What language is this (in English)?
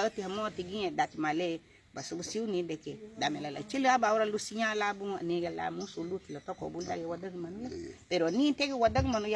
Garifuna